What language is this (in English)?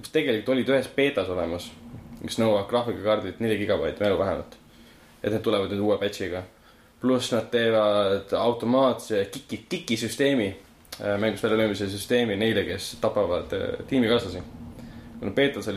Estonian